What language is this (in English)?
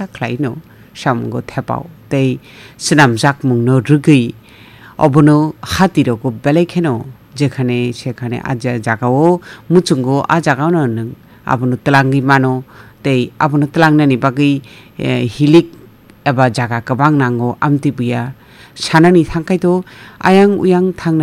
Kok Borok